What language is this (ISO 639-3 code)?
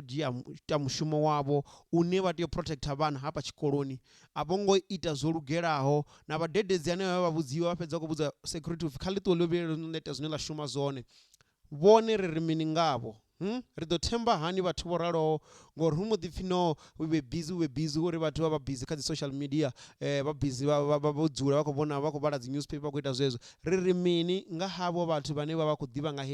ven